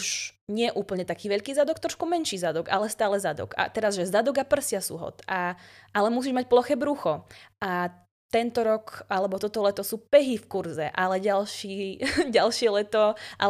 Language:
Slovak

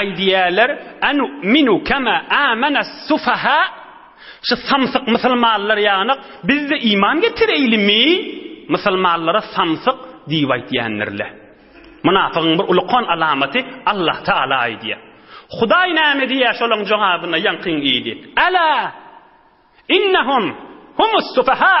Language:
Turkmen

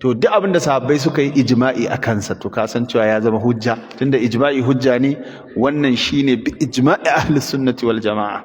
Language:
Hausa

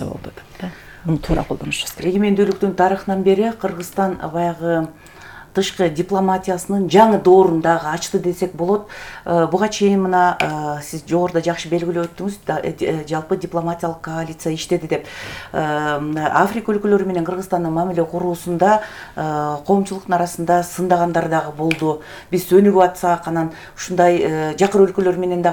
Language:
Kyrgyz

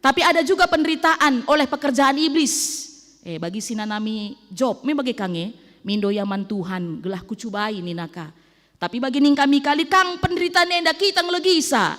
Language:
Batak Karo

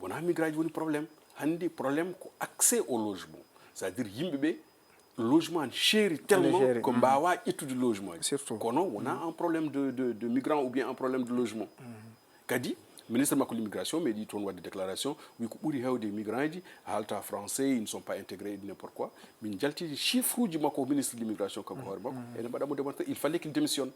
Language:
Fula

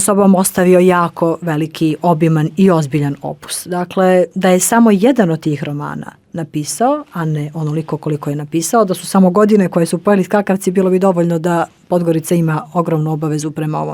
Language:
Bosnian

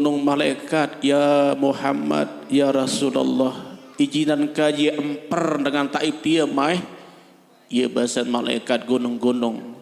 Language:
Sasak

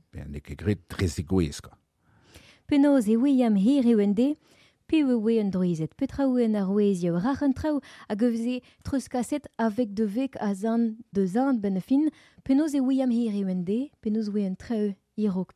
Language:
Breton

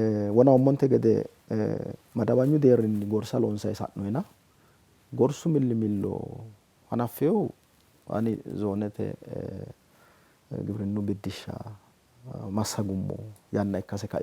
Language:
Sidamo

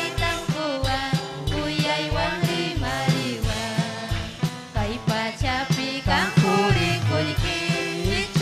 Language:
Ayacucho Quechua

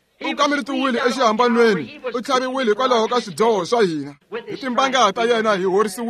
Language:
Tsonga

